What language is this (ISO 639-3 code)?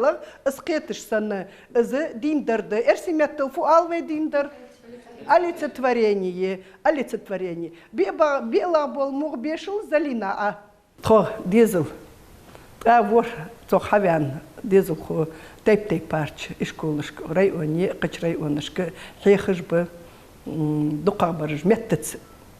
inh